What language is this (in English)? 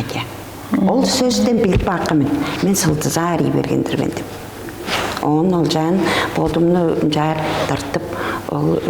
Tuvinian